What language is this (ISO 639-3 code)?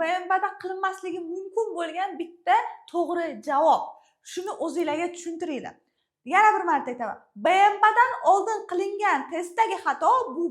uzb